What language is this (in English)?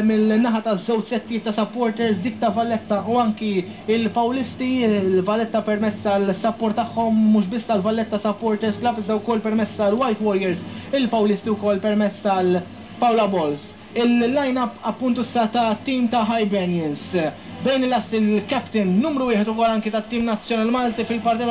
Maltese